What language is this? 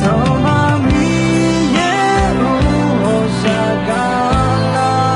Akha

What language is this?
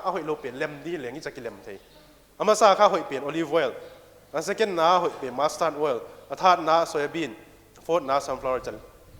Paite Chin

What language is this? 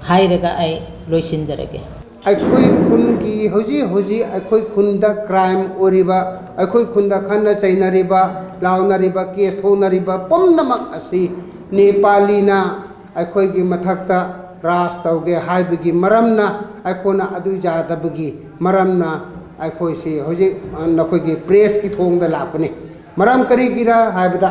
Manipuri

